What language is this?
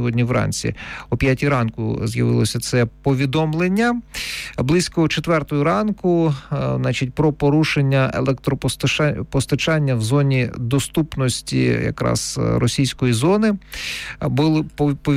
Ukrainian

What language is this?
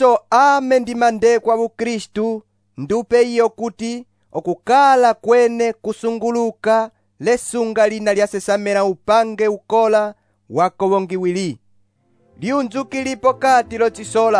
Umbundu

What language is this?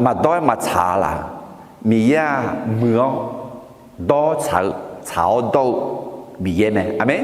Akha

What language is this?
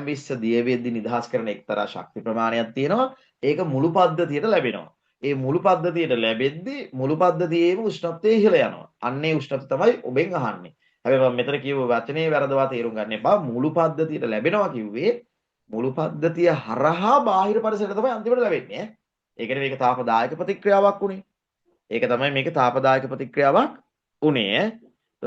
Sinhala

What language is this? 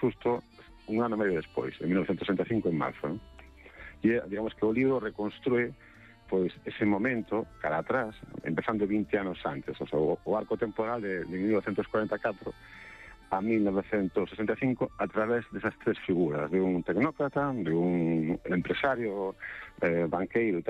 Galician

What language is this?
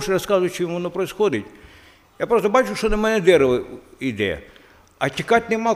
Ukrainian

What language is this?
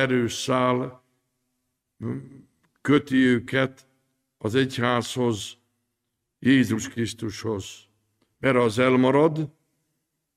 Hungarian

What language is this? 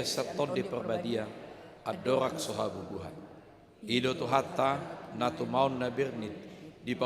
Batak Toba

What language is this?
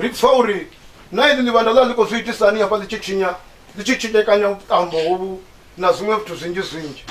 Venda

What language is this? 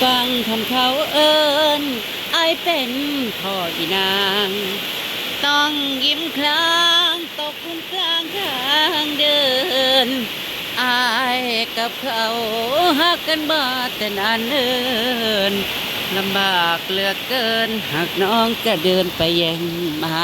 Northeastern Thai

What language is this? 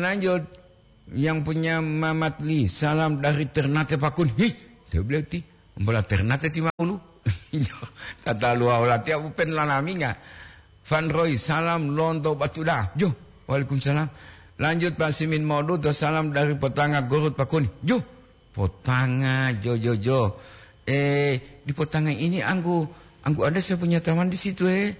Gorontalo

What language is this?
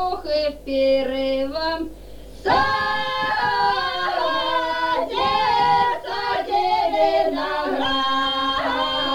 Ukrainian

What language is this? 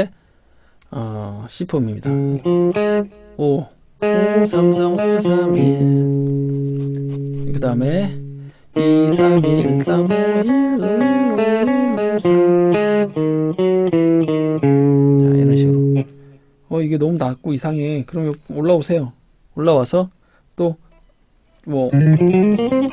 Korean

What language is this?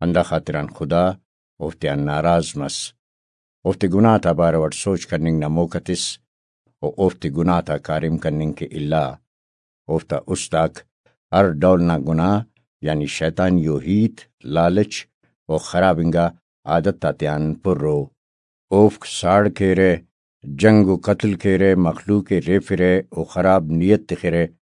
Brahui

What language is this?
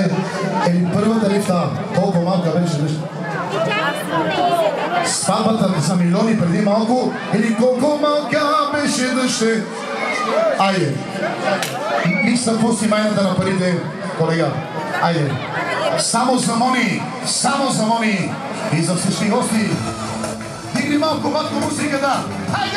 Bulgarian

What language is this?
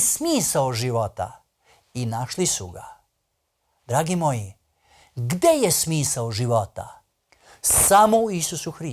Macedonian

